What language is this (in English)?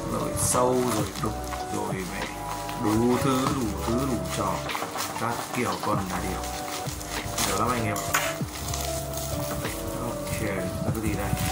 Vietnamese